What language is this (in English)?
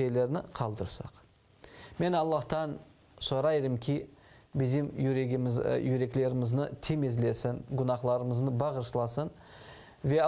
Crimean Tatar